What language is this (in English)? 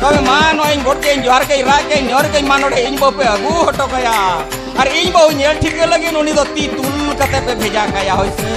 Santali